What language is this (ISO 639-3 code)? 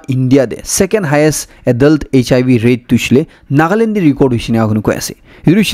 nag